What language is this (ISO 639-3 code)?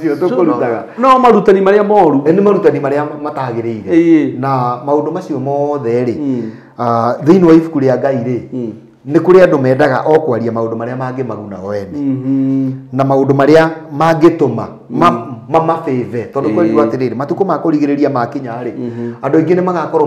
kik